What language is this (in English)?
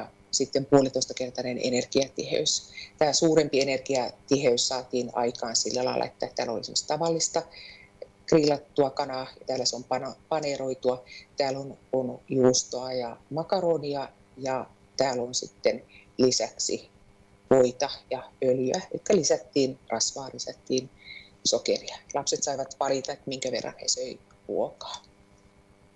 Finnish